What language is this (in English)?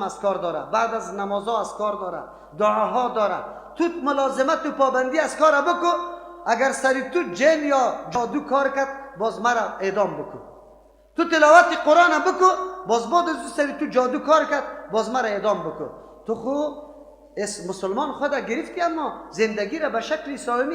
Persian